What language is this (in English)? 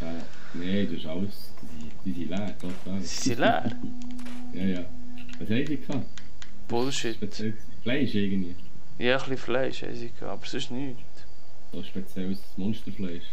Swiss German